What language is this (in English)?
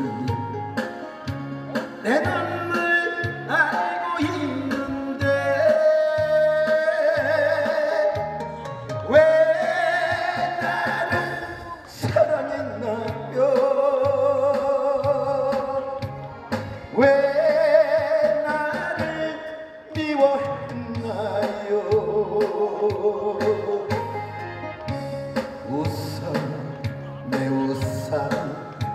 Korean